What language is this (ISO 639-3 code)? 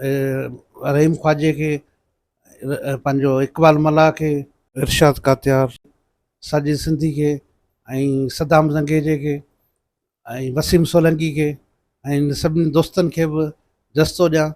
snd